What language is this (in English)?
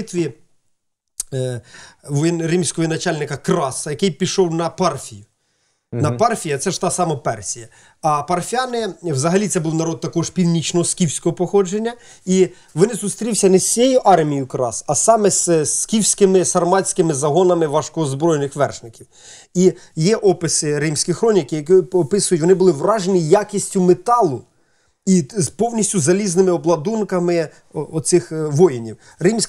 Ukrainian